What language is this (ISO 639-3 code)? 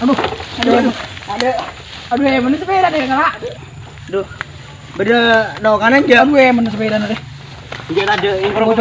mad